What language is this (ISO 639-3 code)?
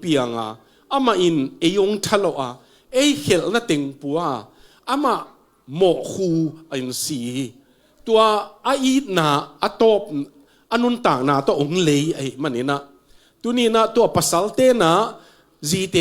ctd